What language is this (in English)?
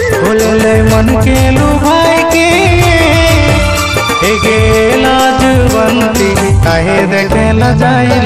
Bhojpuri